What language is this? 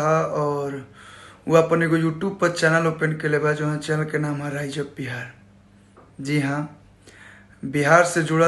Bhojpuri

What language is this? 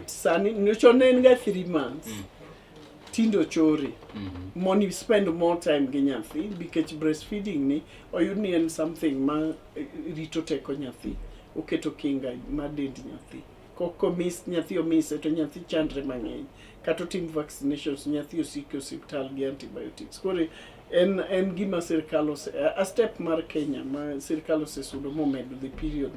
Luo (Kenya and Tanzania)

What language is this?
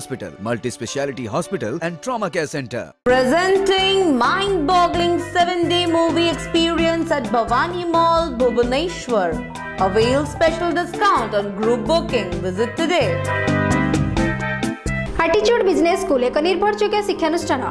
Odia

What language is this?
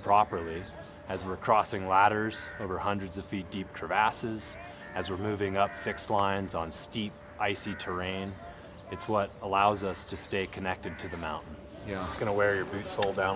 English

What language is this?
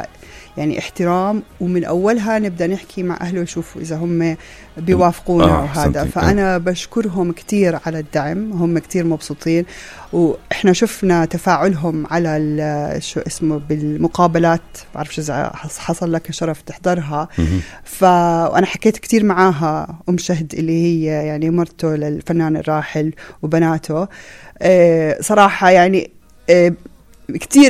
North Levantine Arabic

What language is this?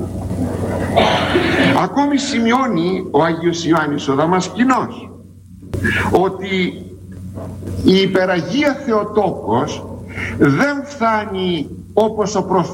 Greek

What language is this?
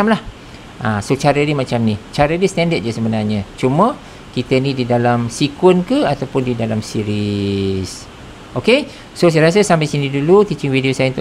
Malay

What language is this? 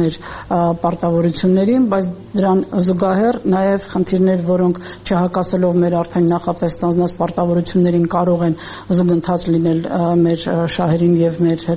Armenian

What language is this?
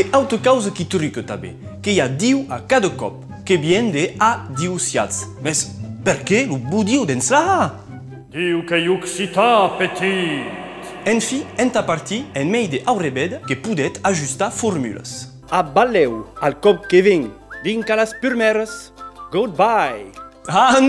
Occitan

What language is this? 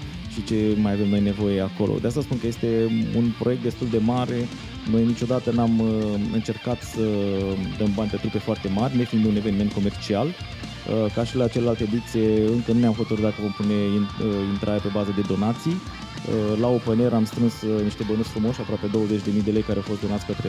Romanian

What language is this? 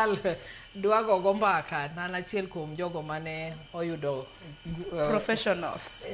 Luo (Kenya and Tanzania)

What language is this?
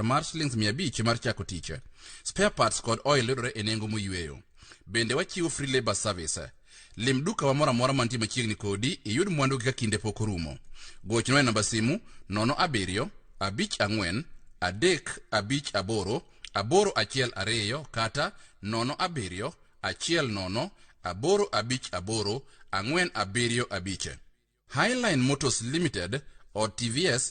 Luo (Kenya and Tanzania)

